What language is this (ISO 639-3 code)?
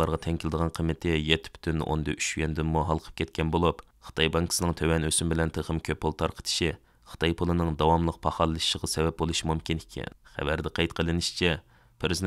uig